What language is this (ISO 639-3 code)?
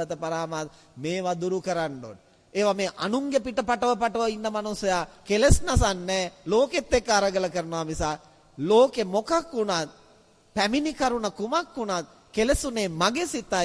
sin